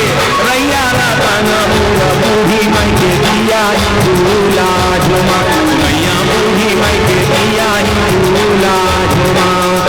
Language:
Chhattisgarhi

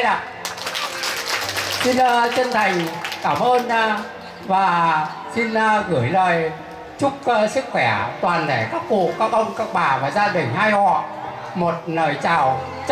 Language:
Vietnamese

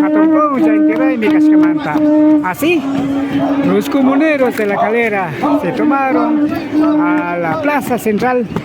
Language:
Imbabura Highland Quichua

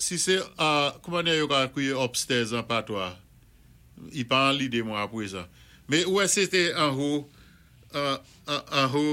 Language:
Saint Lucian Creole French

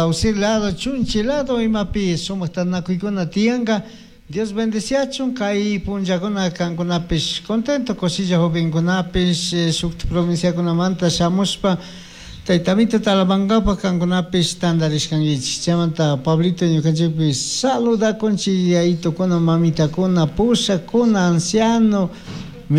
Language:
Chimborazo Highland Quichua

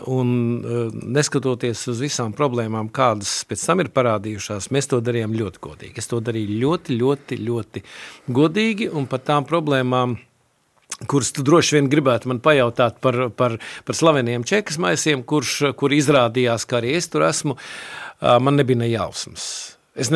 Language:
Latvian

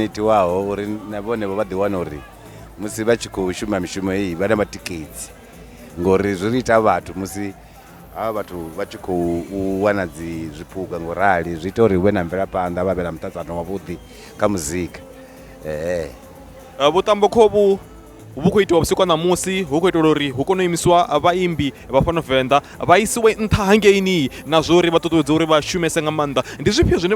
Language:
Venda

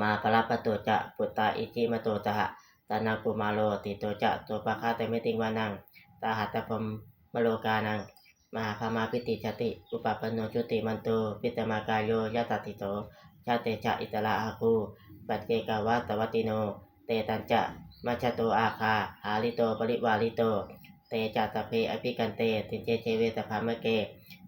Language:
Pali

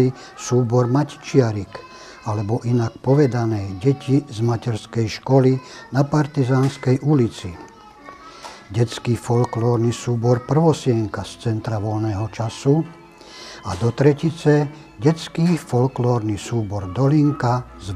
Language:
Slovak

